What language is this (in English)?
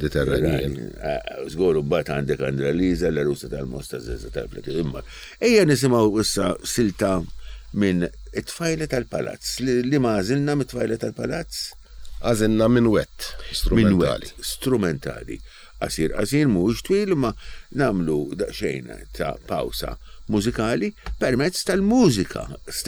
Maltese